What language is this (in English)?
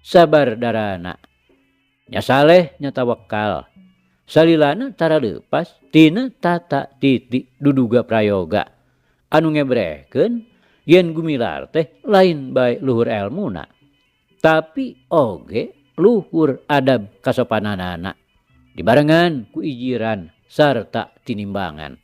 Sundanese